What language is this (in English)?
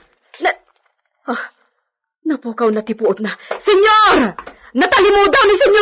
Iloko